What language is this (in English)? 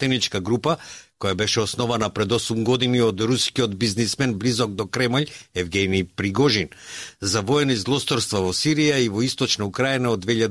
Macedonian